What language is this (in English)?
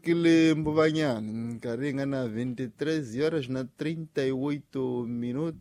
Tsonga